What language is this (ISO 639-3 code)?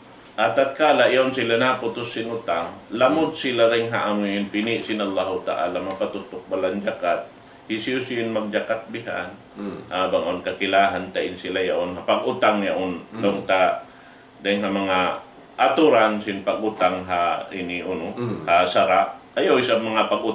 tsg